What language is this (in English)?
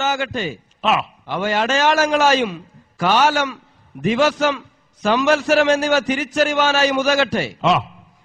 Malayalam